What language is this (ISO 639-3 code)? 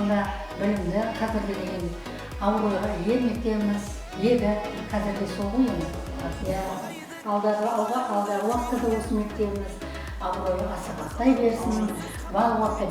kaa